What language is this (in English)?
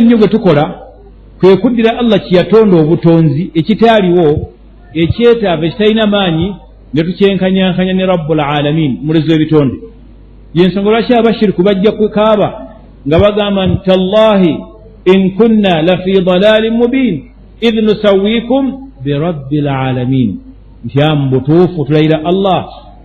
Ganda